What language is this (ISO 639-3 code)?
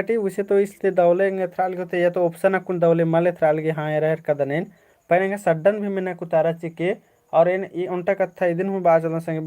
kru